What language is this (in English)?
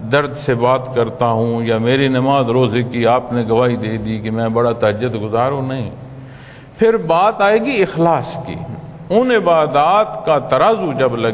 Urdu